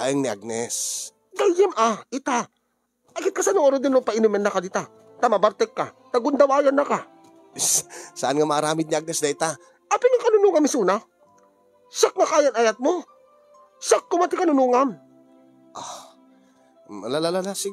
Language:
Iloko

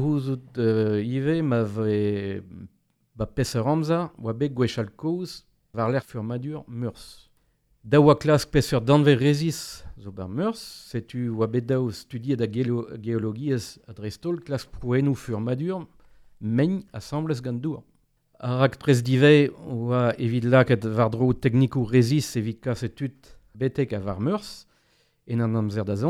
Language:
Breton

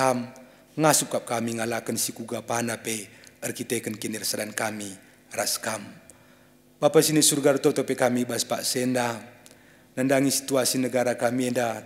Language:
Batak Karo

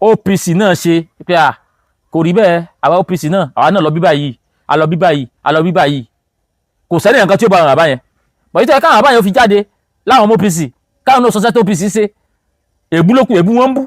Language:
Yoruba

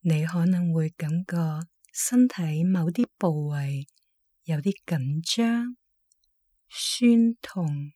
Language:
Cantonese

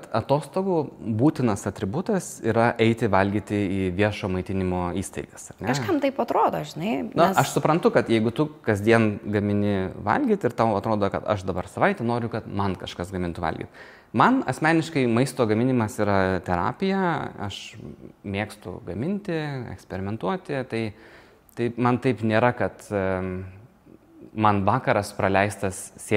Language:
Lithuanian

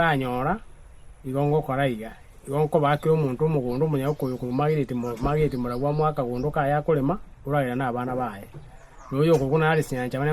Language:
Gusii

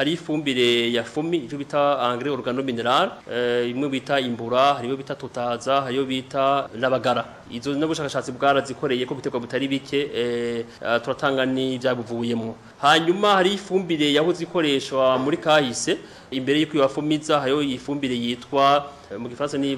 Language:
Rundi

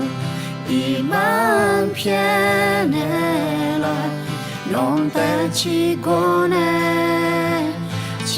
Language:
Akha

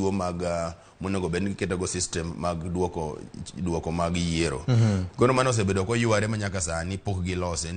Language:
Luo (Kenya and Tanzania)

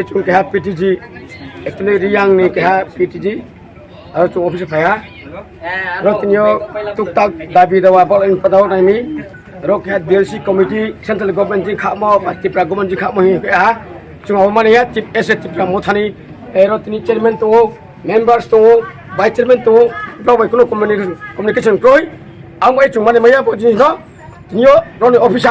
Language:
Riang (India)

